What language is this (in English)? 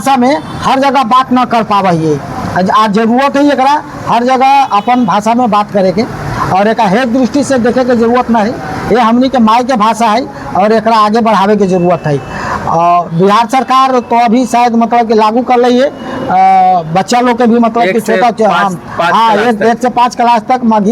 Magahi